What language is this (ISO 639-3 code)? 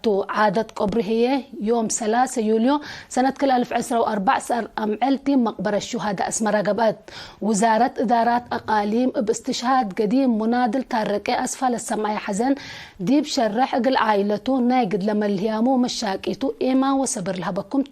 tig